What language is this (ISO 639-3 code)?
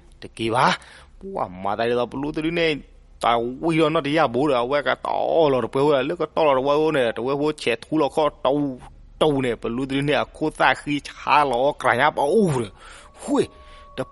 ksw